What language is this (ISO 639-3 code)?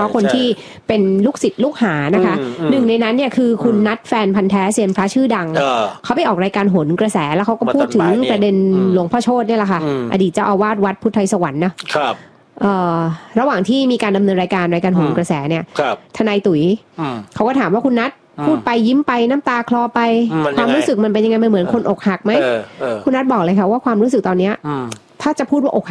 tha